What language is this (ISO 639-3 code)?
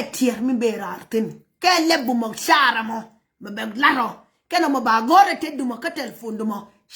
nus